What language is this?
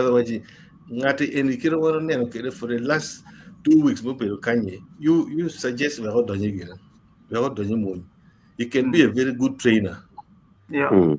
Acoli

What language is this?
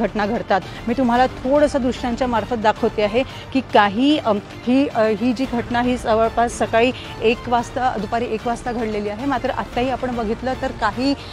Marathi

